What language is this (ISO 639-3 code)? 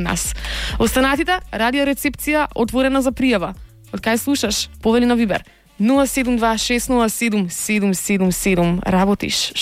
mkd